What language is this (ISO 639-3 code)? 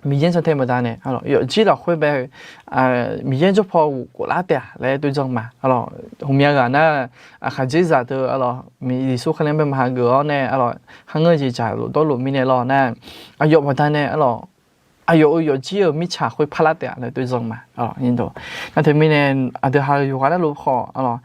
ahk